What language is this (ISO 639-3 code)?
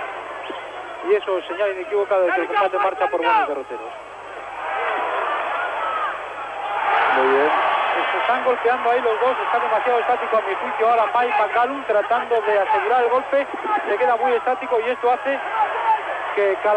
spa